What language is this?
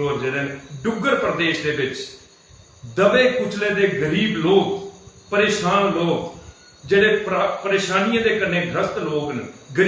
Dogri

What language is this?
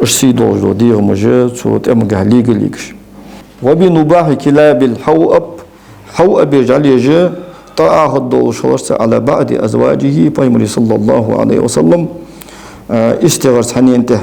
Ingush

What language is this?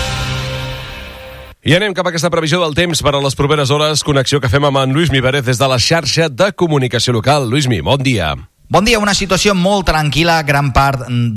Catalan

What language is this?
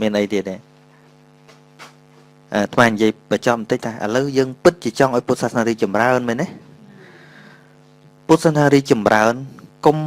Khmer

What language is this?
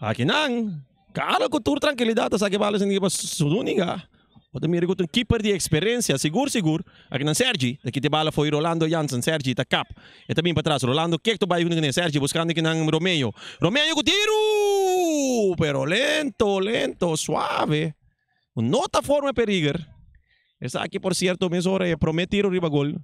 Papiamento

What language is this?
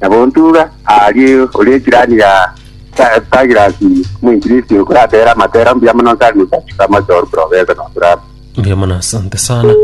Gusii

